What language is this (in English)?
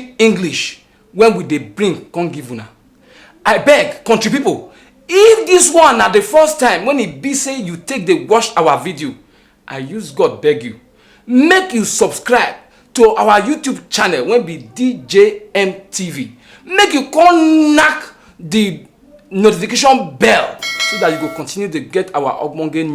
Nigerian Pidgin